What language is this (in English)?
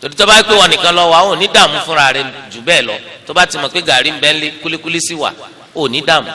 Yoruba